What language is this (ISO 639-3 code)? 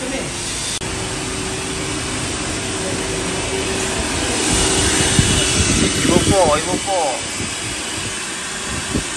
msa